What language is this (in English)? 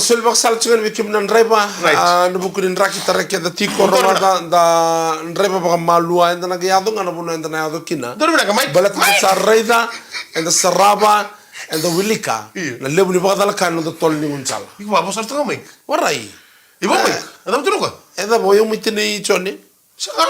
Fijian